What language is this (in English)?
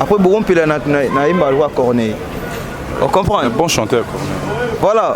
Lingala